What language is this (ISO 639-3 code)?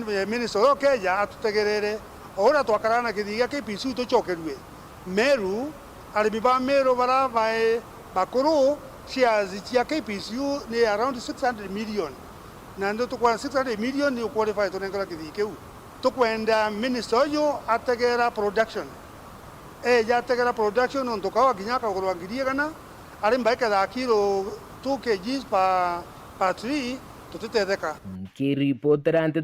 mer